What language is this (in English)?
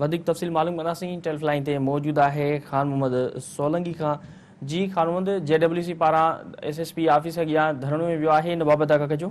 Sindhi